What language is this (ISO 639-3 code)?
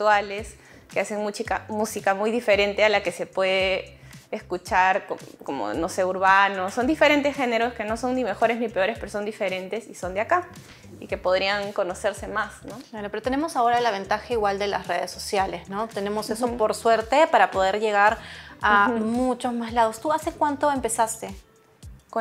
spa